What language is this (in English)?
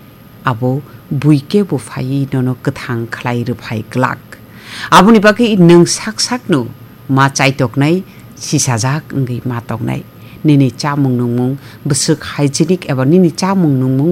Kok Borok